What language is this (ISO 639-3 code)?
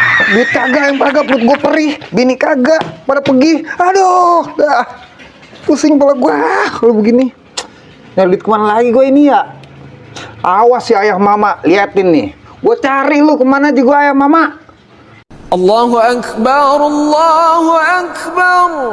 bew